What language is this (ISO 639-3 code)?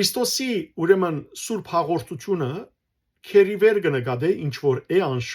hyw